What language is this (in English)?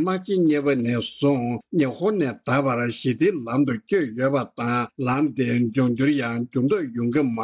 Tibetan